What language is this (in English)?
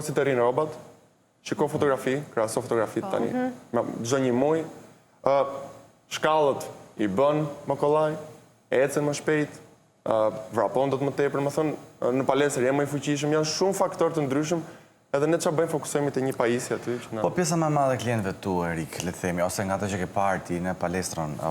Albanian